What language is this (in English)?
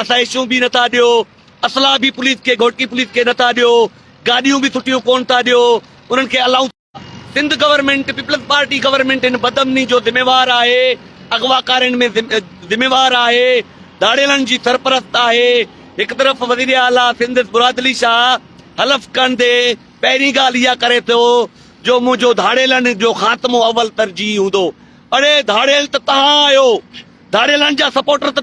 Sindhi